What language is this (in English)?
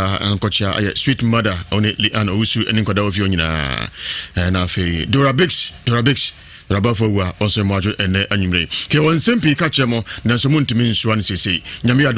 Akan